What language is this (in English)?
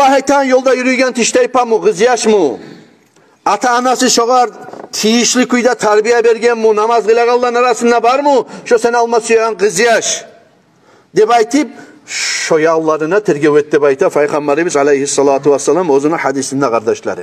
Kumyk